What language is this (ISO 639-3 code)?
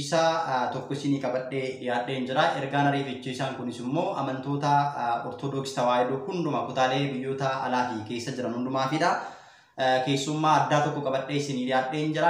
orm